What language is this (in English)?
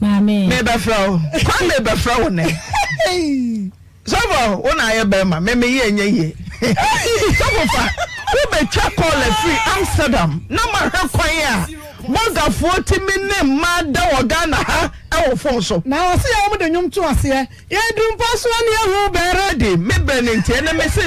Akan